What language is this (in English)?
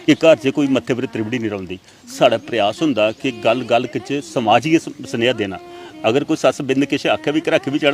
Dogri